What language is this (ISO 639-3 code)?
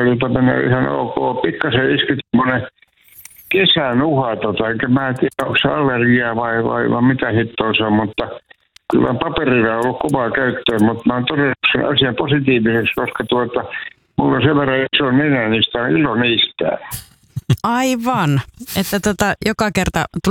fin